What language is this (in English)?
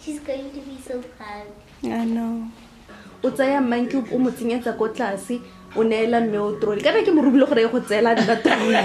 Tswana